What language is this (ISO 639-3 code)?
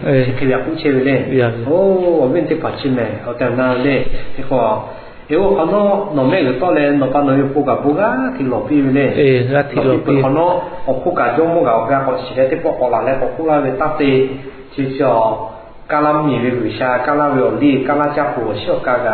lhu